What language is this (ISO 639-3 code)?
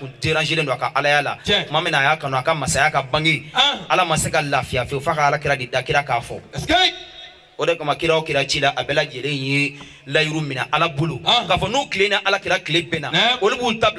bam